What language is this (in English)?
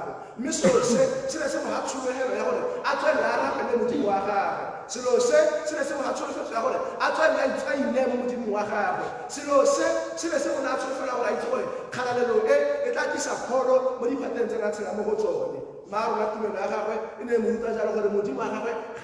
Tswana